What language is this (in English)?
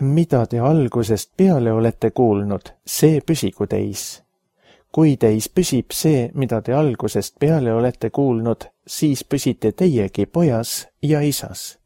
Estonian